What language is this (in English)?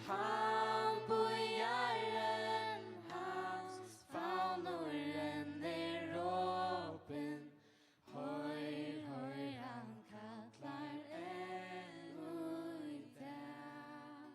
Faroese